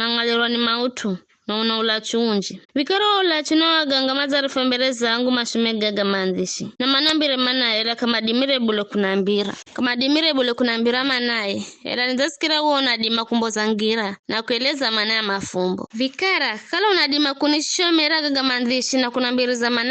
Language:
Giryama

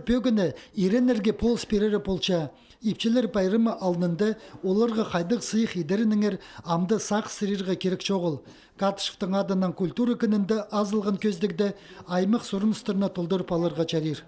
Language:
Khakas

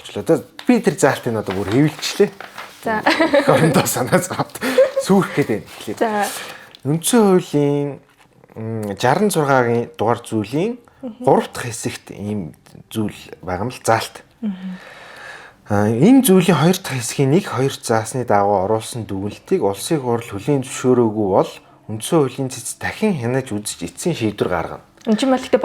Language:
Mongolian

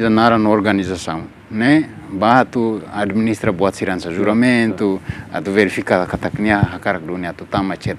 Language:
Tetum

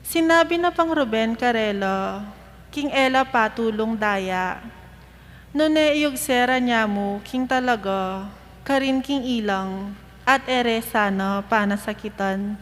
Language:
Pampanga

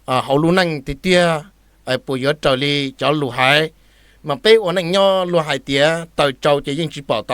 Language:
Hmong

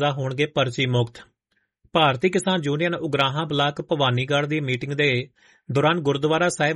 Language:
Punjabi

